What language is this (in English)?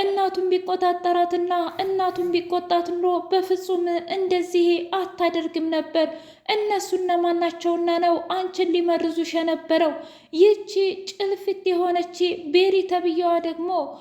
Amharic